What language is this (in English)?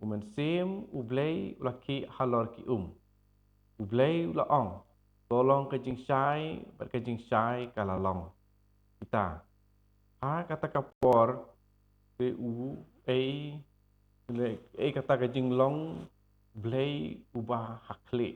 Khasi